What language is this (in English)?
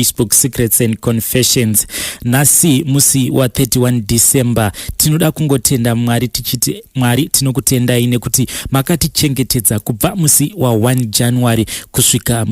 Shona